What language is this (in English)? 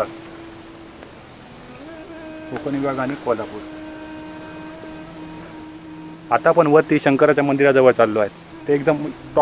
Marathi